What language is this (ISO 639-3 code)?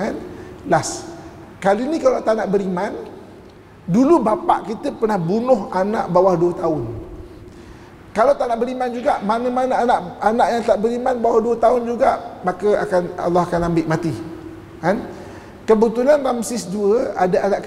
msa